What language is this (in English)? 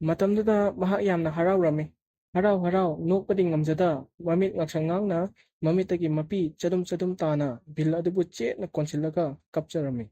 Manipuri